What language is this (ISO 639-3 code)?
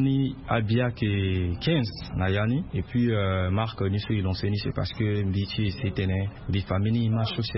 sag